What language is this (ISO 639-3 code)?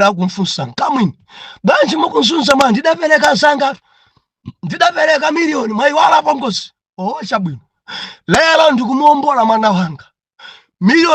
nya